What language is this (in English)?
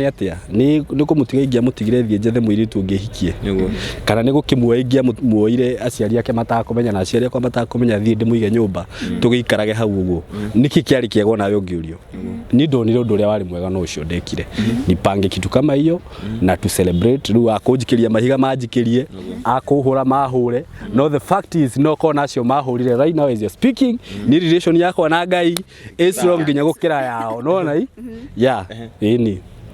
Kikuyu